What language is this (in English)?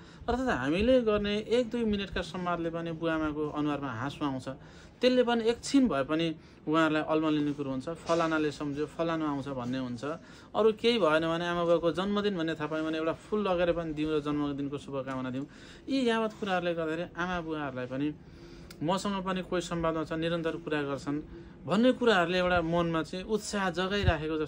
Nepali